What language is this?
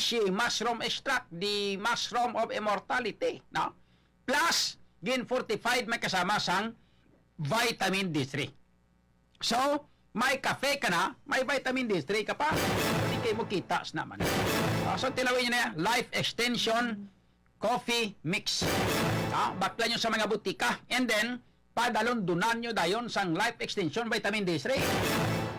Hiligaynon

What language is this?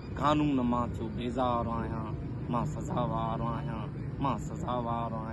Sindhi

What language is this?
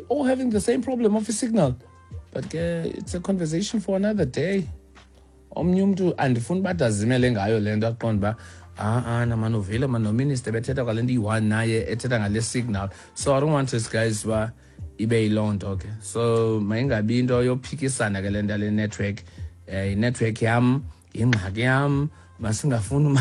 Xhosa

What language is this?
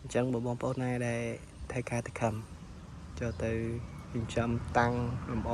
Khmer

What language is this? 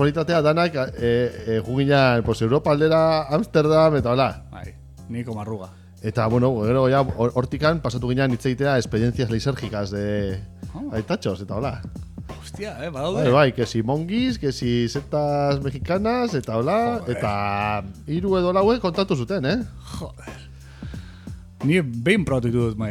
Basque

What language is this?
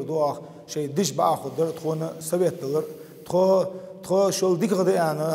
Ingush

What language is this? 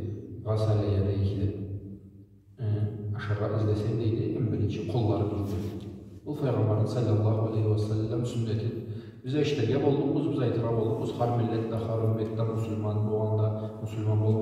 Karachay-Balkar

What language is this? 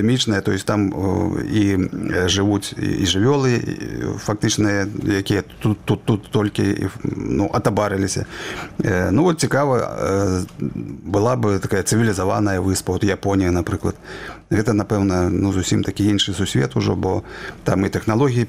Belarusian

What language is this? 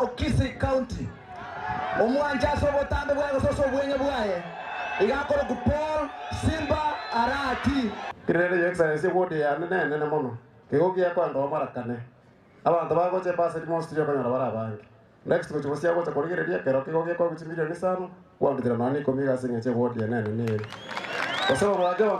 Gusii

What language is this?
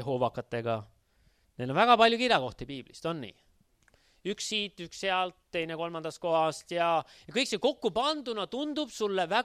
Estonian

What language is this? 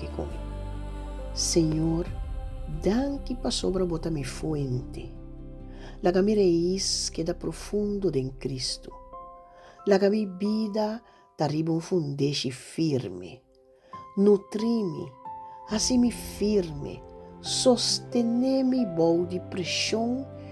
Papiamento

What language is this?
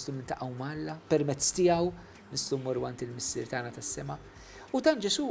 Maltese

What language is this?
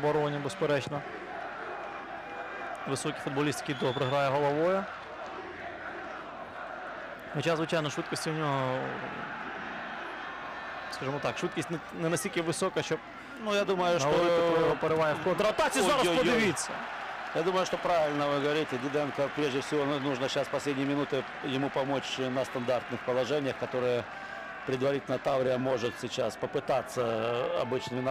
Ukrainian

